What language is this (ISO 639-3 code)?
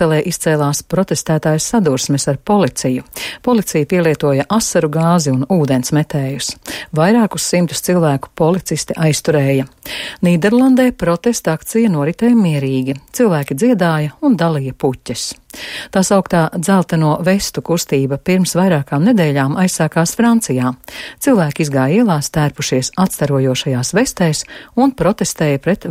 lav